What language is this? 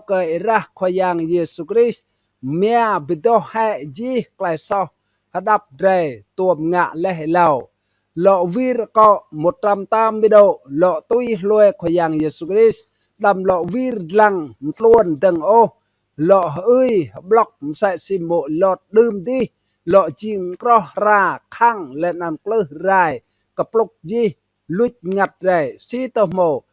Rade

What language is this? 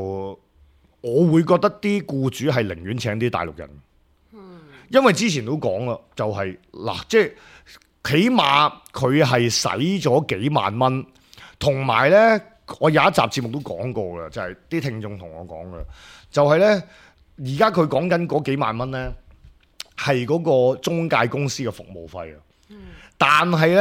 Cantonese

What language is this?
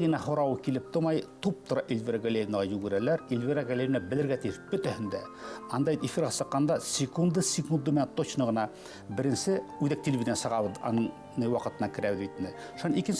Bashkir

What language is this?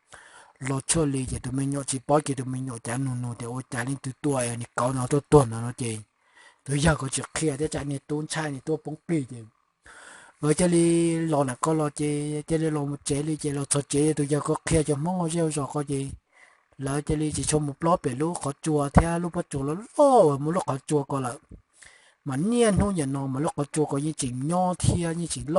Hmong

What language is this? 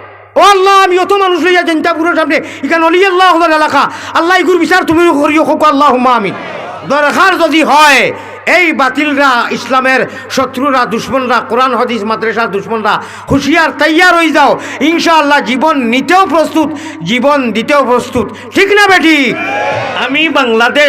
Sylheti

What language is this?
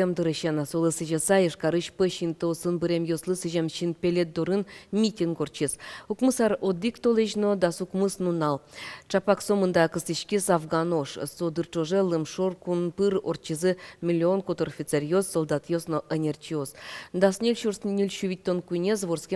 Udmurt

